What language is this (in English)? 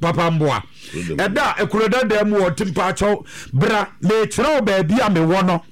Akan